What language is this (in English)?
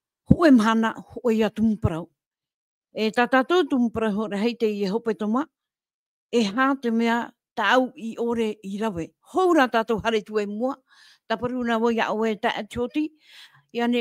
Tahitian